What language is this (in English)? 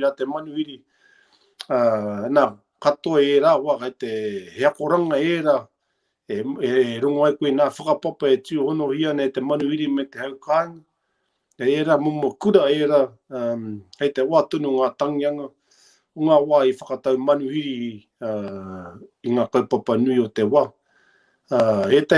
Māori